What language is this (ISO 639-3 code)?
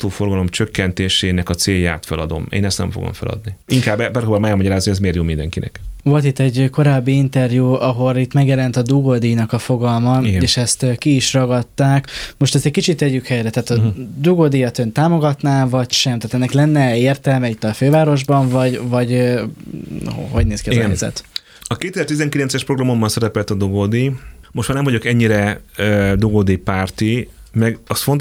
hun